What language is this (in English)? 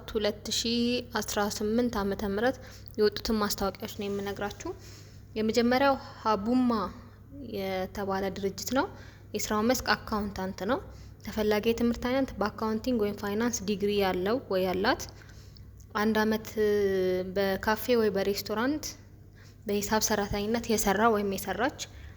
Amharic